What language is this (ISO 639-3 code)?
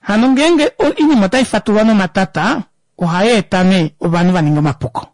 kua